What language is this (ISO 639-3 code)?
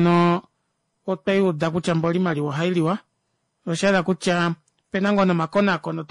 kua